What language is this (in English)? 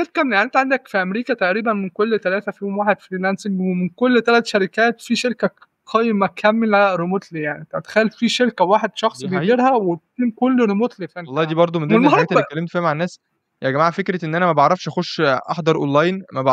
Egyptian Arabic